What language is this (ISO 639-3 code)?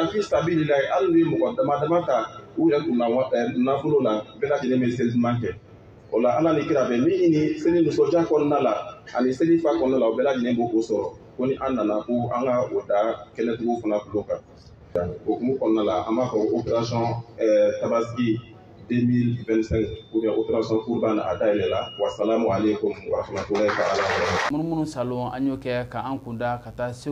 bam